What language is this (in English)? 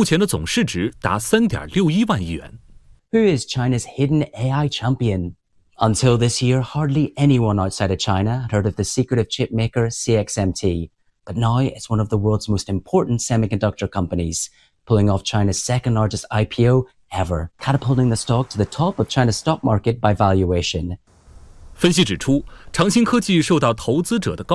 Chinese